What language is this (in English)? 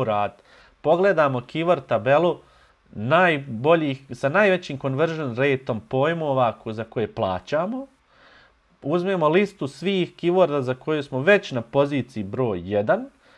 Bosnian